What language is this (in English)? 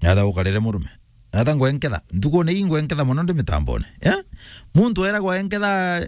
Meru